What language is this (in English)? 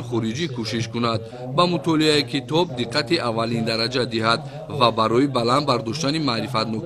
Tajik